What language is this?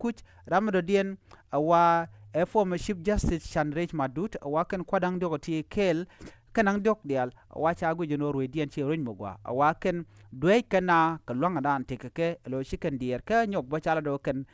Nuer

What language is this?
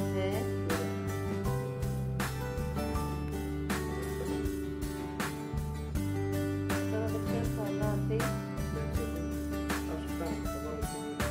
Greek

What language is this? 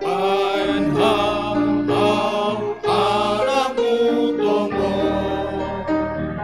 Batak Simalungun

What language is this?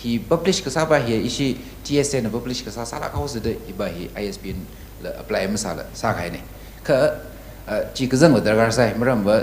Tangkhul Naga (India)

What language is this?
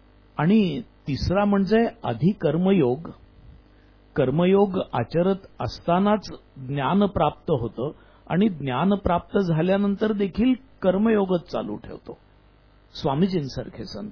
Marathi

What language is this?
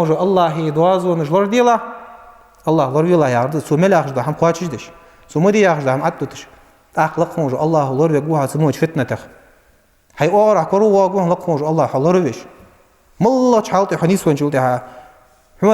Ingush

